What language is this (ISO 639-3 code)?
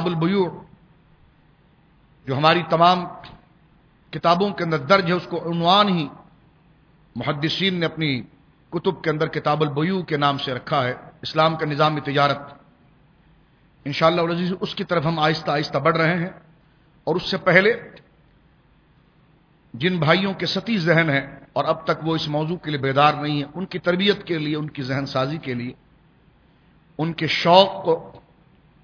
urd